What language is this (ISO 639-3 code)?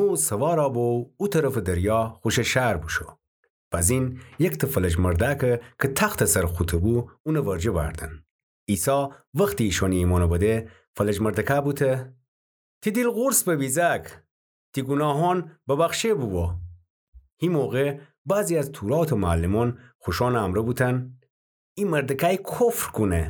glk